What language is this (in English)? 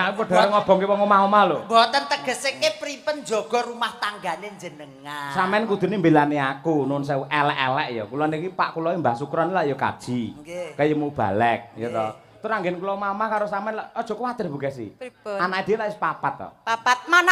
Javanese